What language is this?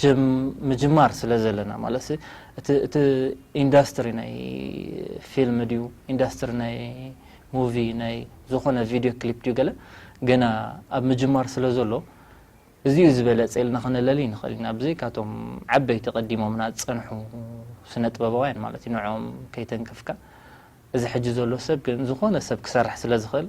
Tigrinya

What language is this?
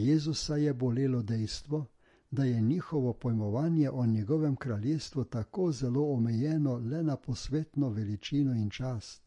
Slovenian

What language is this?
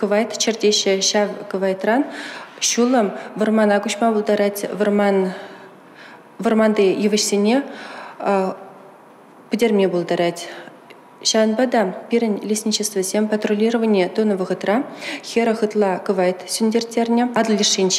Chuvash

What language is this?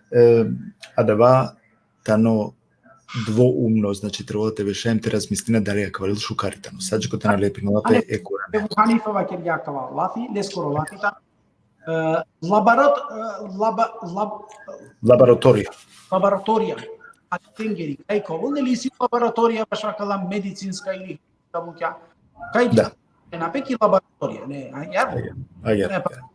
Balkan Romani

